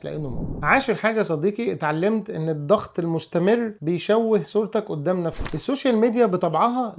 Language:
Egyptian Arabic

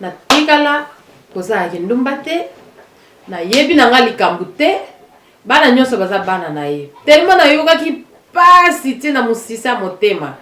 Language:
Lingala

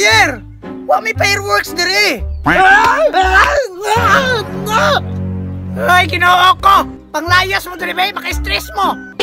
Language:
Cebuano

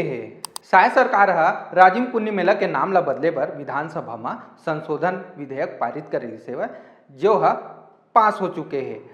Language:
Chhattisgarhi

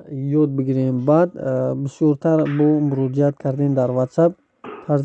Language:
Tajik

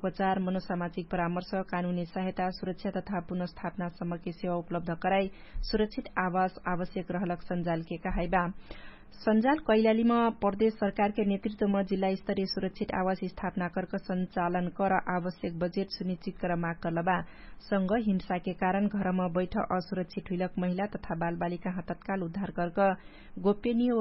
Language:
Dangaura Tharu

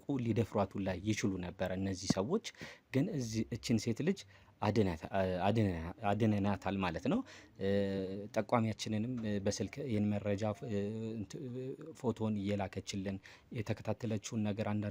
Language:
Amharic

